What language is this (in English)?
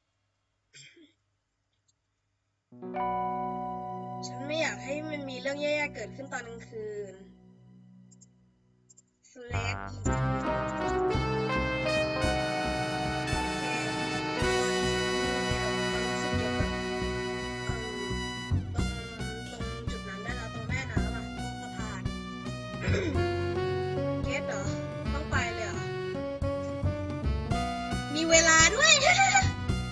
Thai